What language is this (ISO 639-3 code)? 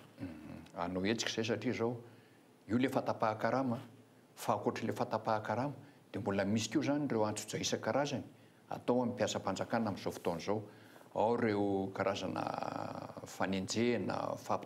mlg